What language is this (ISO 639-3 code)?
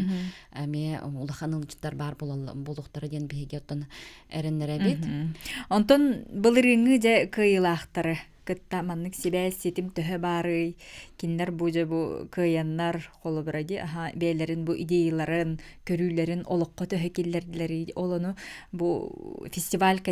sah